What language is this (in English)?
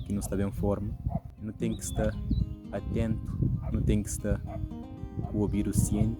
Kabuverdianu